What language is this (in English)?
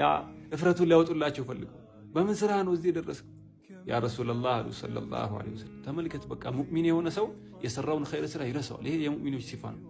Amharic